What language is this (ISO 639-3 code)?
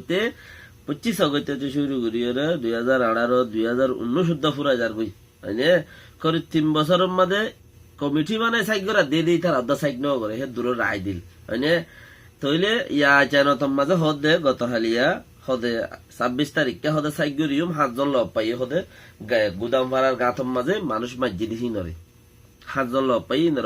rhg